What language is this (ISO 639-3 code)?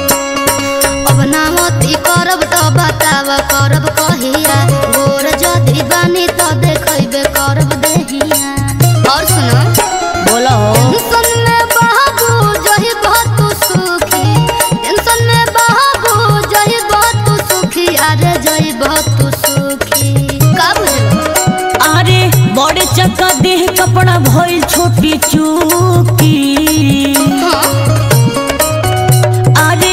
bho